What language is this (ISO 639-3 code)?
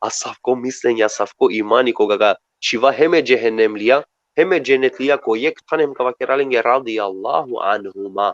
rmn